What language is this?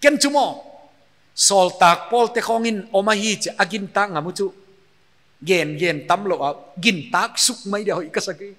Paite Chin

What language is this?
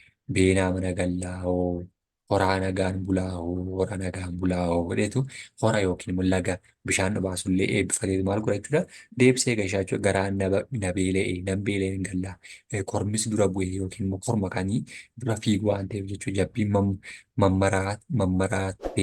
Oromo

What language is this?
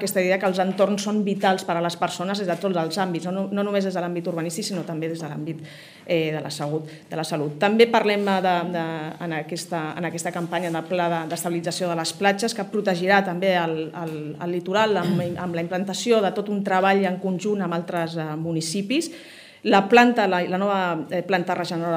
Catalan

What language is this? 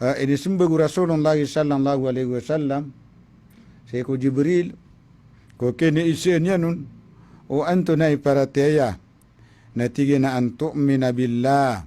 Maranao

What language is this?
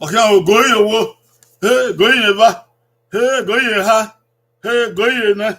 Bini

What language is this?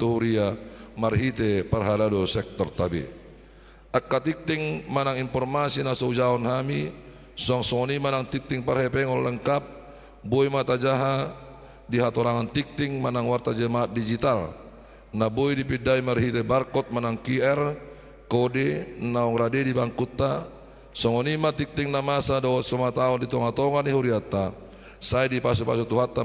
Batak Toba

